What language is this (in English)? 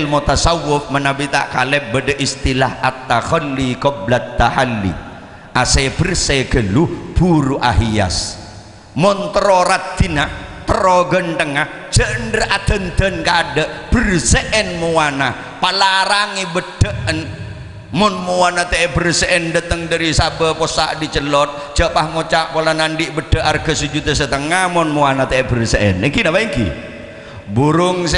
Madurese